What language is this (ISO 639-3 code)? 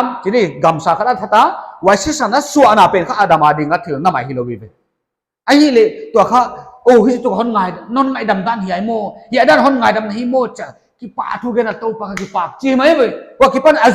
pck